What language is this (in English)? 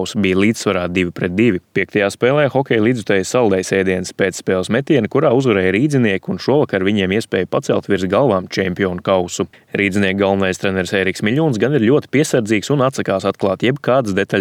Latvian